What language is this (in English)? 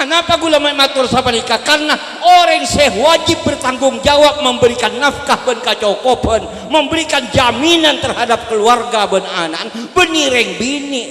Madurese